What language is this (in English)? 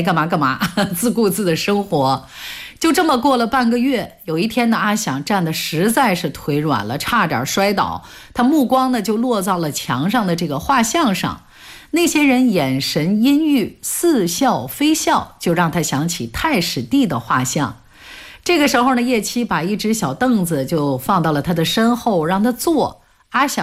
Chinese